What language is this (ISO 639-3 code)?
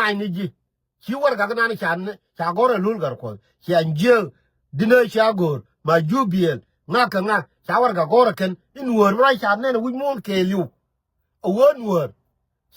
nus